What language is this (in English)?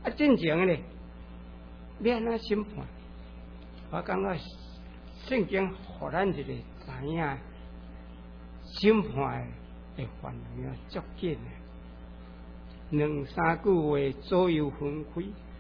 Min Nan Chinese